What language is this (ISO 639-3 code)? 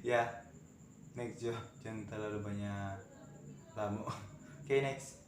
xmm